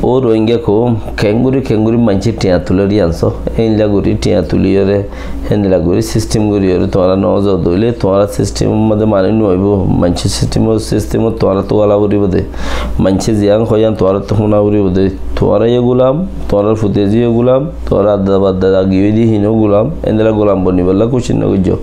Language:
Rohingya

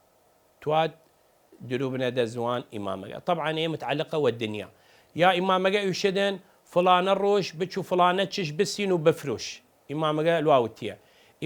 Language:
Southern Kurdish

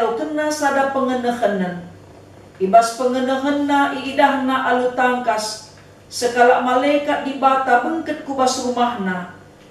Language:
Batak Karo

